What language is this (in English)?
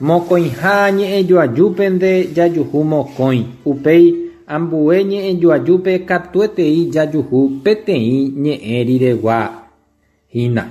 Guarani